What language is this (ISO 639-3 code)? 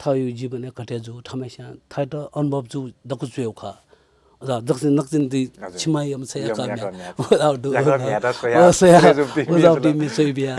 new